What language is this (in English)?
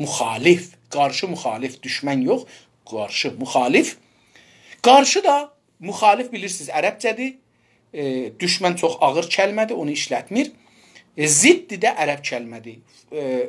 South Azerbaijani